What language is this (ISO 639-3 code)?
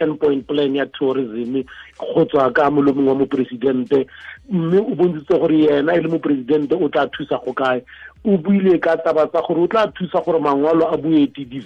tsn